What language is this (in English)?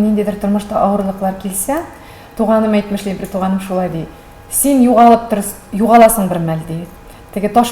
Tatar